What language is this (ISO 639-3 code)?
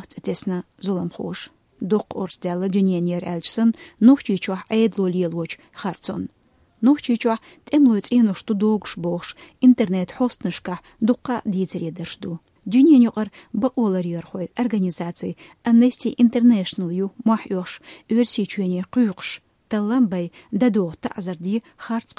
che